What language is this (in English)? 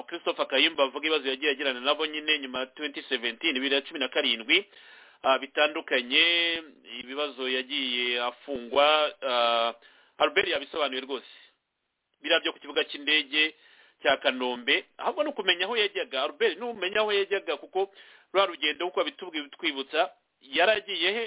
Kinyarwanda